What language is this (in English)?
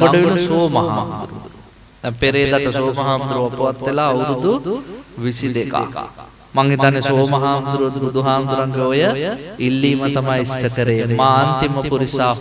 Sinhala